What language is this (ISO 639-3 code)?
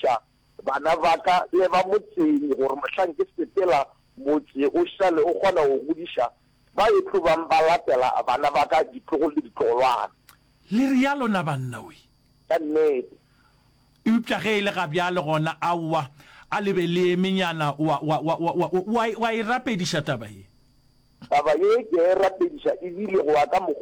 nso